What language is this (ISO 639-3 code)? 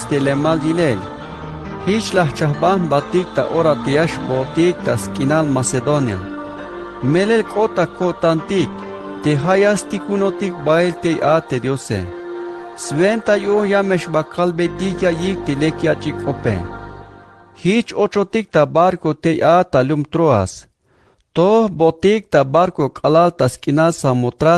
tzh